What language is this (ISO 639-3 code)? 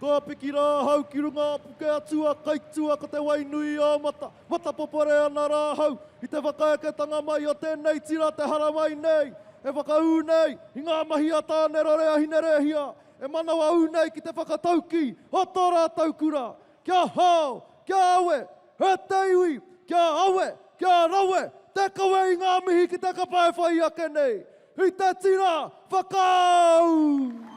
mri